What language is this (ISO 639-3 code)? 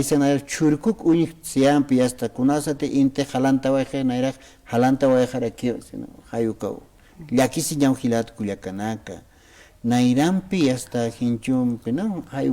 aym